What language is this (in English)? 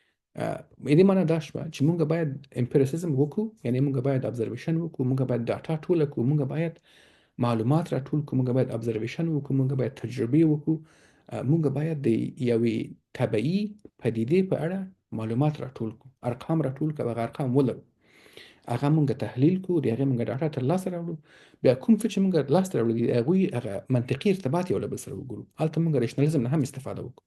Pashto